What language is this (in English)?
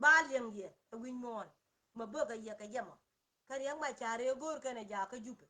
Nuer